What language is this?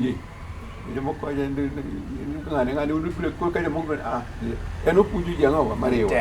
Luo (Kenya and Tanzania)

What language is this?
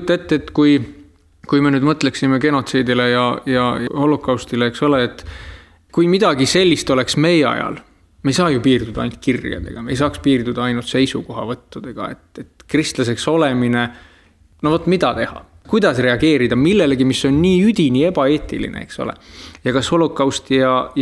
Estonian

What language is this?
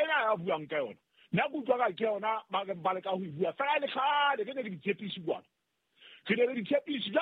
Southern Sotho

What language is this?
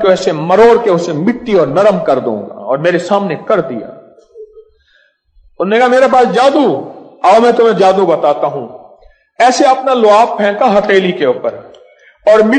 Urdu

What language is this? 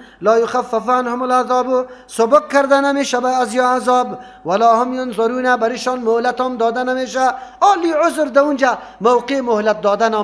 Persian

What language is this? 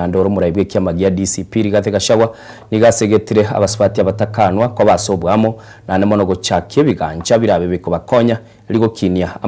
Gusii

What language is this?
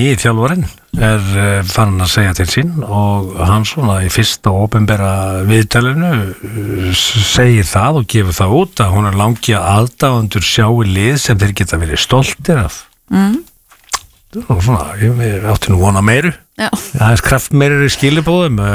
Icelandic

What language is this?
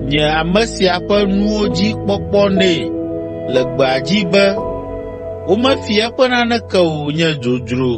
Ewe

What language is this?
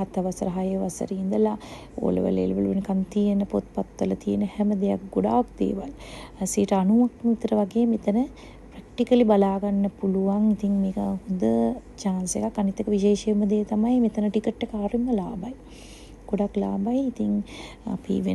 Sinhala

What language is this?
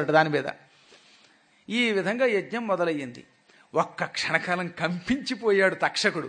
Telugu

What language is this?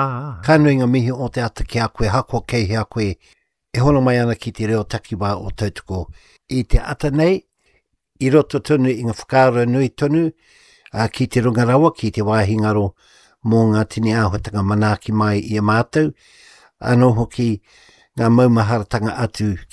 Māori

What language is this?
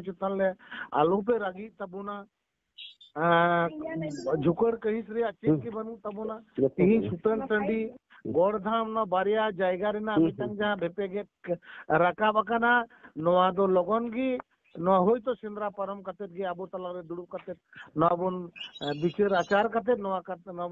Santali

